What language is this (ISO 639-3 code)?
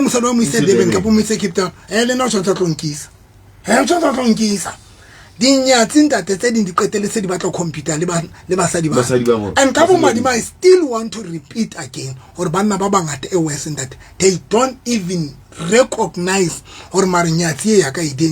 sot